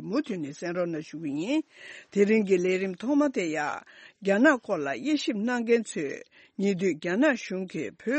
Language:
Tibetan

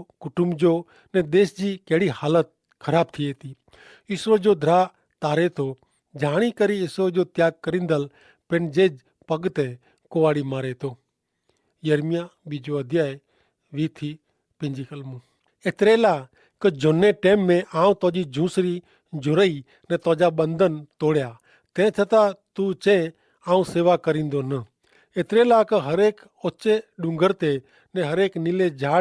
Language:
Kachhi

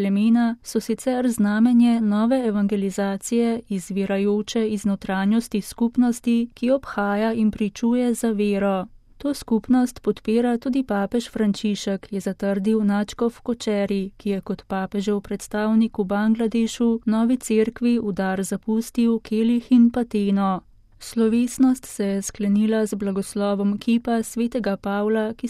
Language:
Slovenian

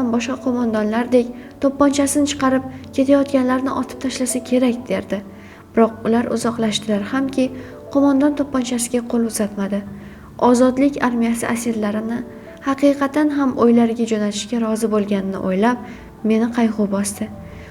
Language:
Uzbek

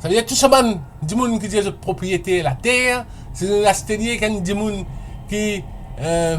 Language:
Morisyen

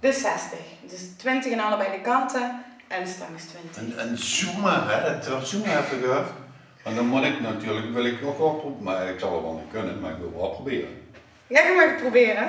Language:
Limburgish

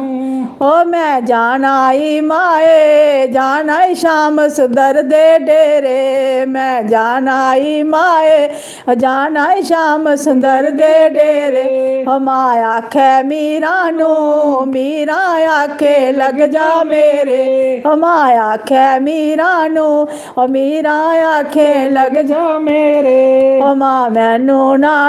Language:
Dogri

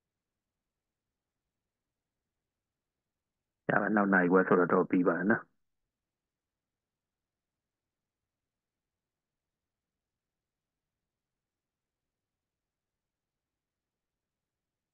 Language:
Burmese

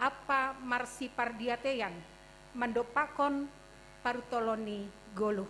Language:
Batak Simalungun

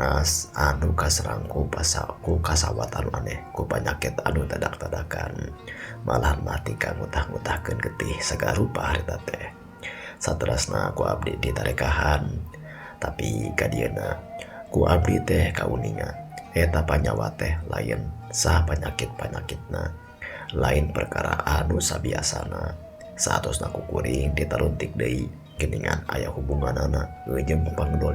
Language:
Sundanese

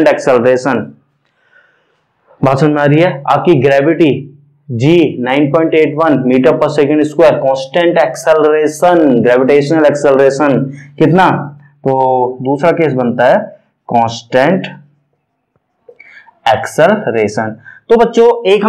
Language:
Hindi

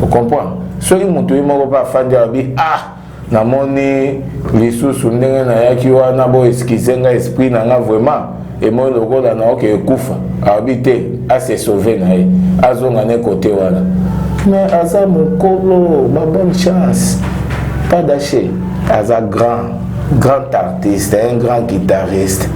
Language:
Lingala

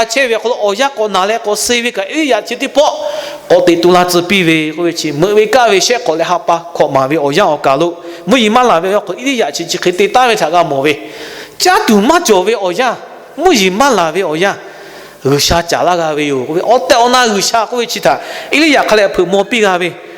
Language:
Lahu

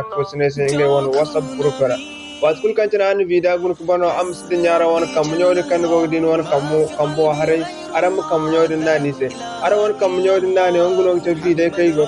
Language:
Zarma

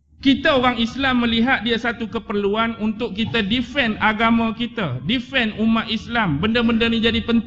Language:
Malay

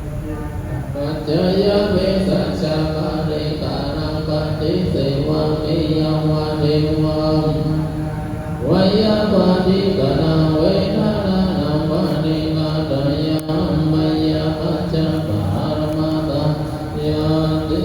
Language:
Pali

